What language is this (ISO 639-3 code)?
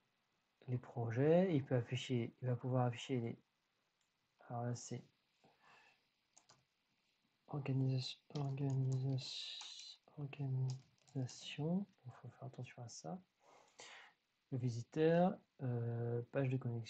fra